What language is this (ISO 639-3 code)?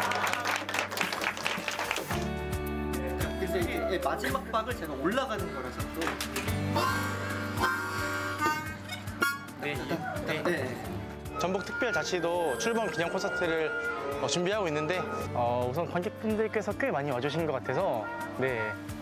kor